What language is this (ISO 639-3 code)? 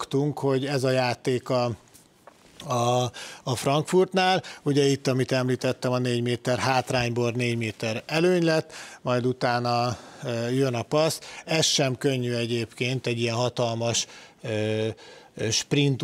hun